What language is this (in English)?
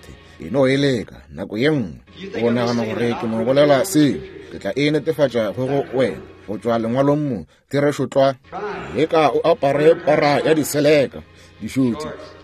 Northern Sotho